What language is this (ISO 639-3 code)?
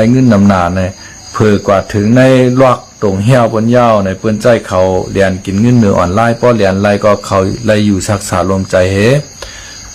shn